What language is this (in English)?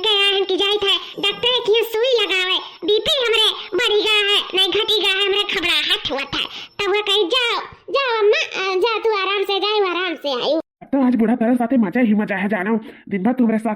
Awadhi